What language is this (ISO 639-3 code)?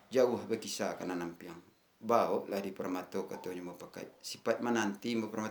min